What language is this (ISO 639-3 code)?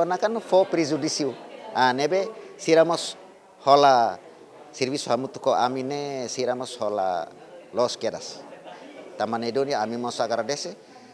tet